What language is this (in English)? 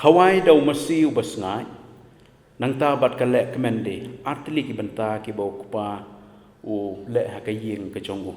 Khasi